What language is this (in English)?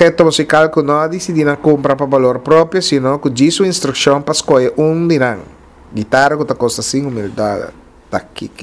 Papiamento